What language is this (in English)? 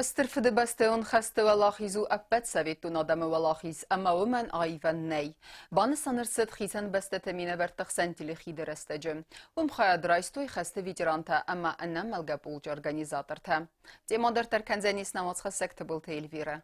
Ossetic